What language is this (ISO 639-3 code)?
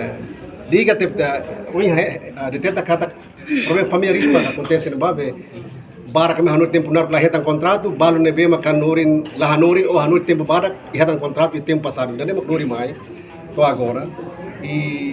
tet